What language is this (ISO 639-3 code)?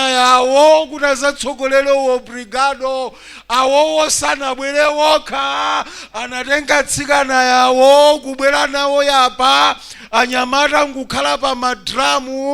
nya